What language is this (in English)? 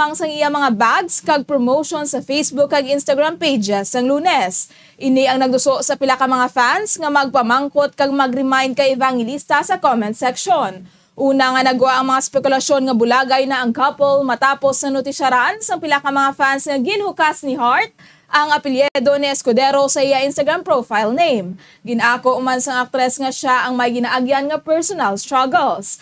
Hiligaynon